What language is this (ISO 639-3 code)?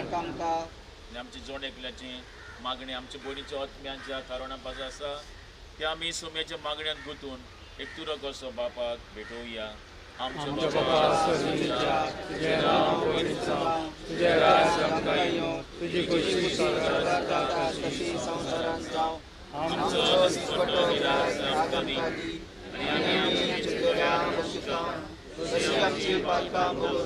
kok